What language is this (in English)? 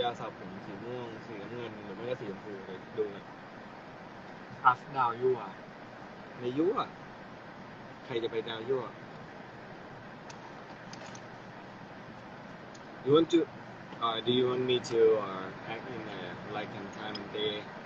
Thai